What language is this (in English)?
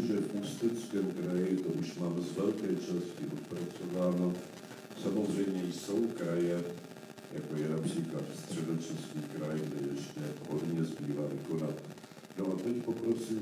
Czech